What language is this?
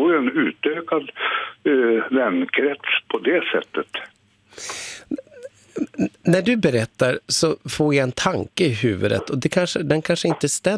Swedish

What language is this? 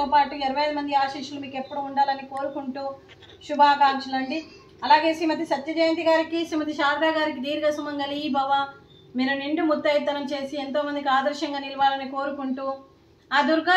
Telugu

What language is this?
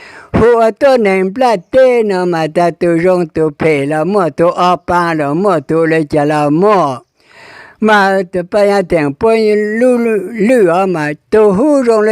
Hmong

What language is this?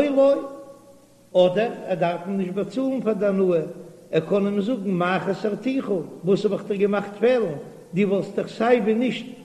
Yiddish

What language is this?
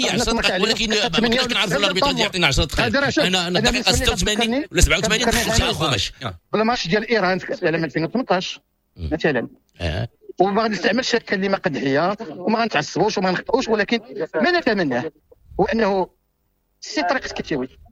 Moroccan Arabic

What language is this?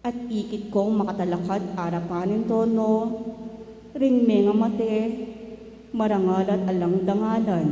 Pampanga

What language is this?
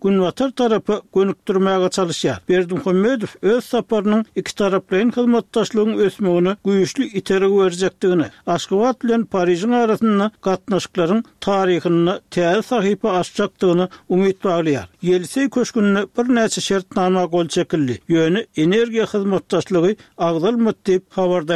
Turkmen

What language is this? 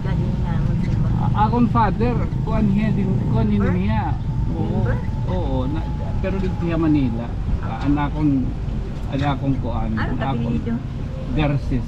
Waray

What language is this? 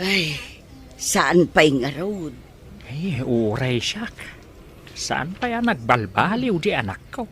Iloko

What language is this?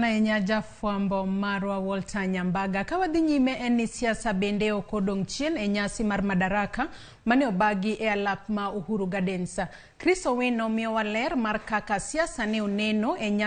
Luo (Kenya and Tanzania)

